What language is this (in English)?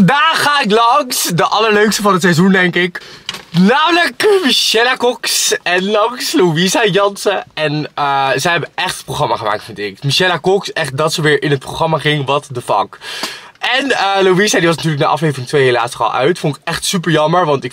Dutch